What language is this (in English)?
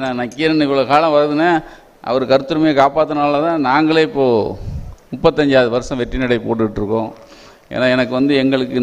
Tamil